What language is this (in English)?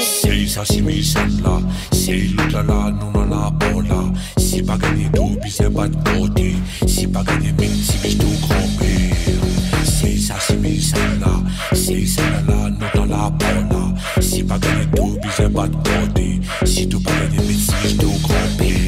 Morisyen